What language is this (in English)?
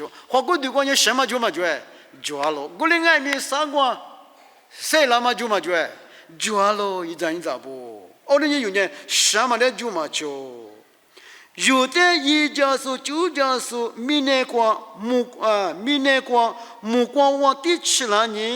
Lisu